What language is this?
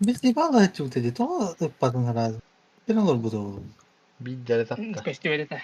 Yakut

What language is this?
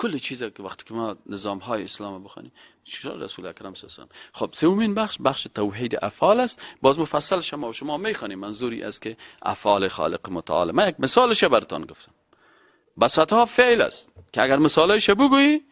Persian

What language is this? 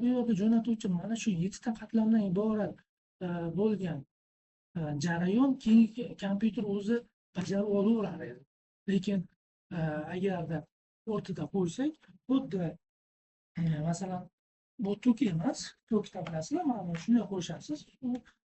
Uzbek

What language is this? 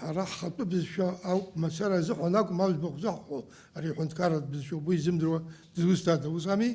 Abkhazian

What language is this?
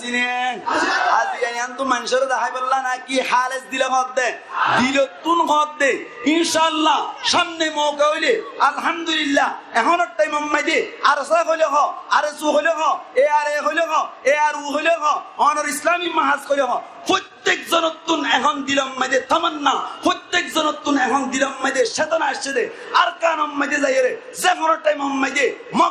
Rohingya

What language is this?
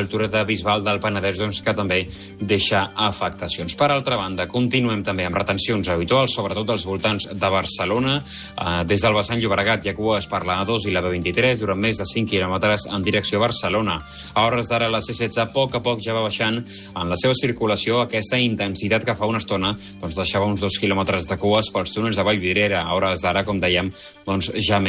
Catalan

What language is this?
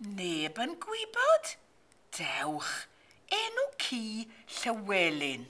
Welsh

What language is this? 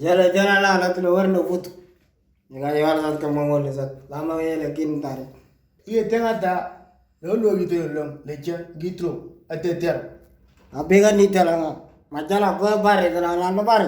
Moro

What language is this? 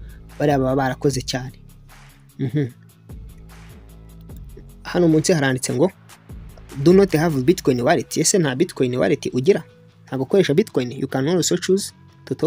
Kinyarwanda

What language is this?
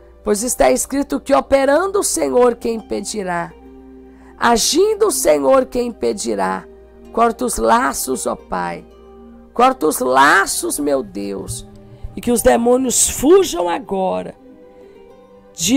Portuguese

